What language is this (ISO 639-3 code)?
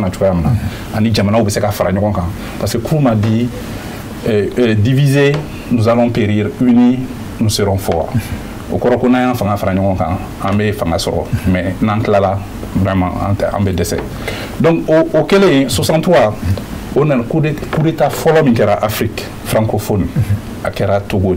bam